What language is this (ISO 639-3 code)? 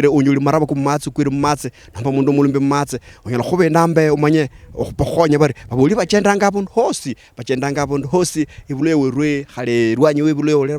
luy